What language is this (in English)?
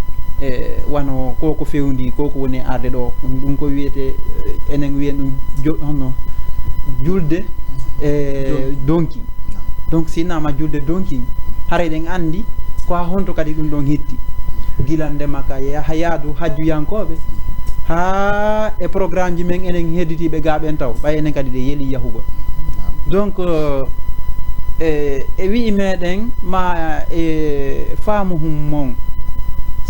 Fula